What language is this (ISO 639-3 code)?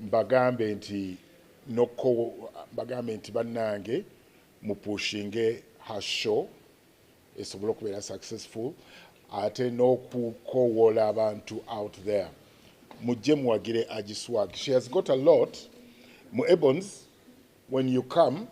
lug